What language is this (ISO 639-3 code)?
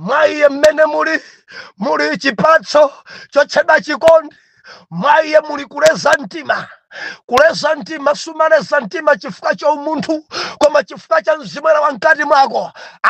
nya